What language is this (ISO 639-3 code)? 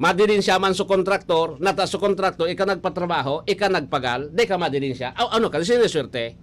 bik